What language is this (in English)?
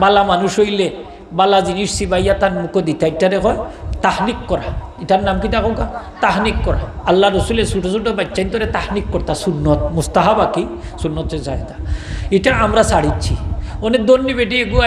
Sylheti